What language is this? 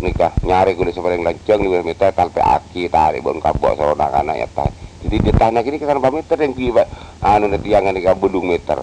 Madurese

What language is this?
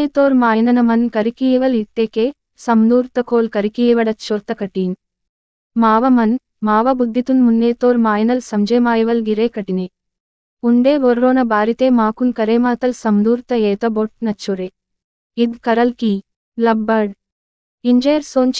Gondi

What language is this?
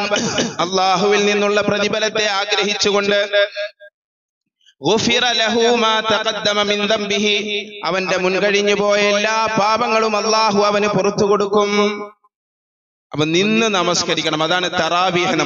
Malayalam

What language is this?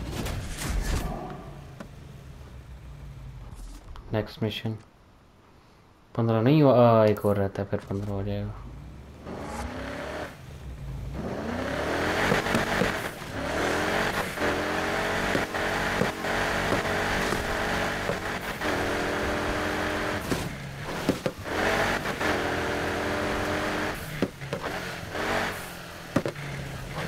Hindi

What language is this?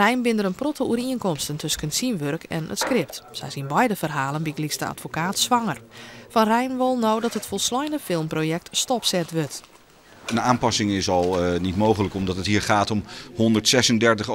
Western Frisian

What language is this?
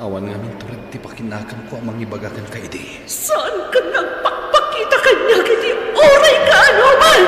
Iloko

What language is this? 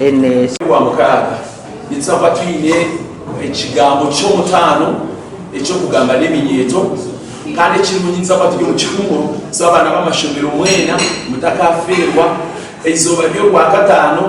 Nyankole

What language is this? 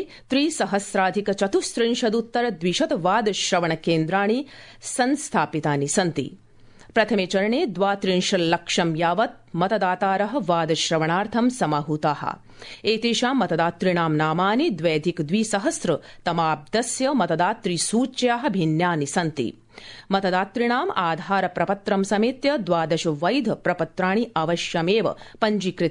Sanskrit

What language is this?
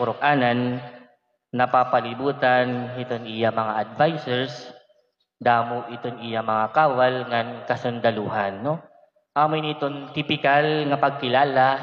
Waray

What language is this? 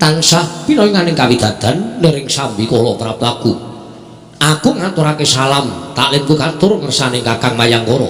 Javanese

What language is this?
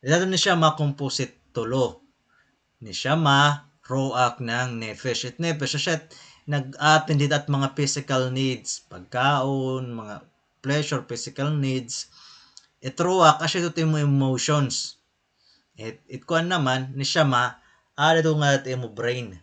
Waray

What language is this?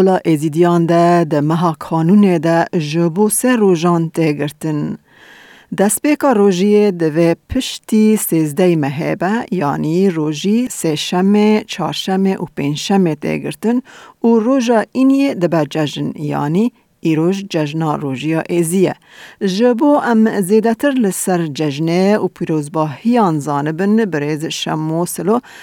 Kurdish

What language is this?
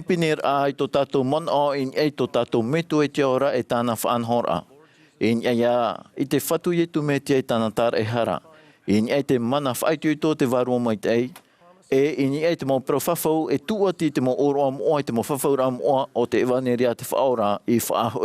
Tahitian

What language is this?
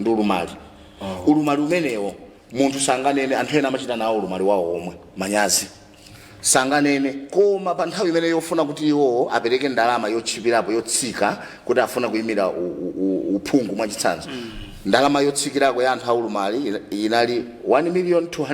Nyanja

